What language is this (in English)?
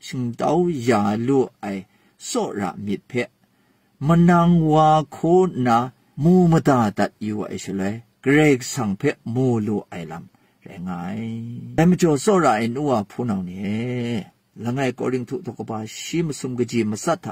Kachin